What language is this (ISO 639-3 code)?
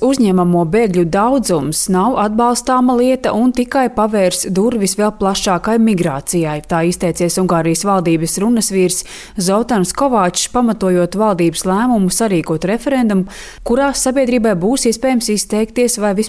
lav